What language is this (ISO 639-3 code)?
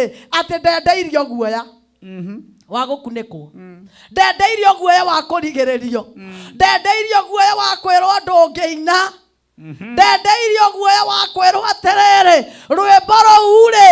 kik